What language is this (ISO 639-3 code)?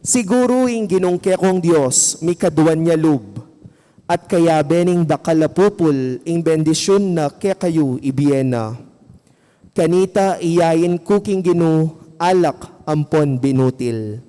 pam